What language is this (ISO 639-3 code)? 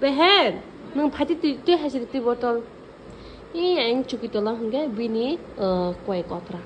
trp